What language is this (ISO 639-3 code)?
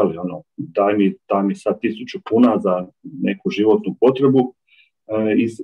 hrv